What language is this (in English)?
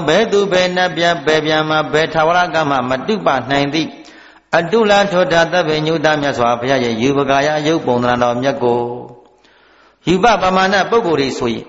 Burmese